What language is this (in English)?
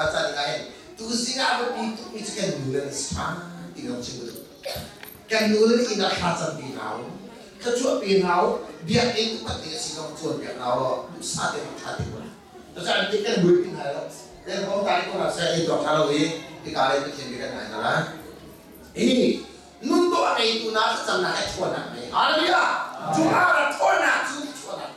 Hakha Chin